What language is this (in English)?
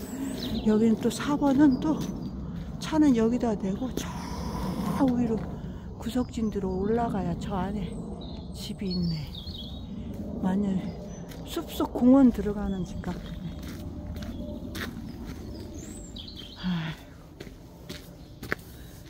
Korean